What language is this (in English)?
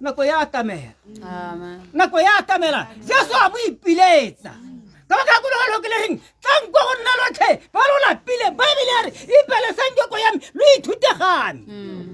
Tswana